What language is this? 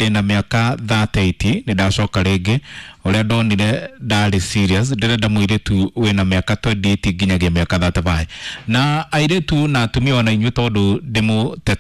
Kikuyu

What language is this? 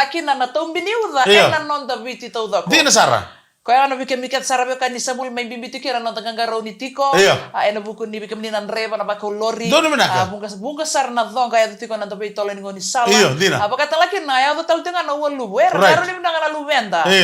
Fijian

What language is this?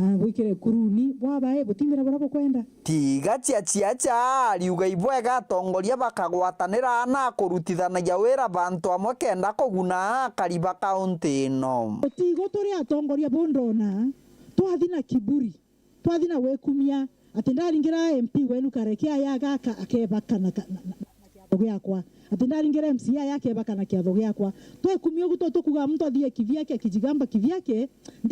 Meru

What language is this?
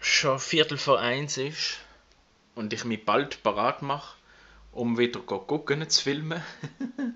Swiss German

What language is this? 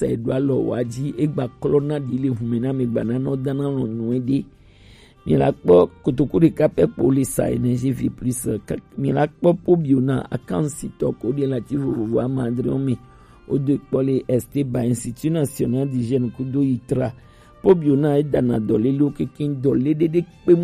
Gen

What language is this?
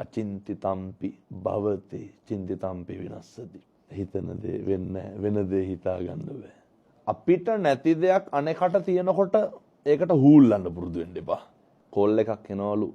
Sinhala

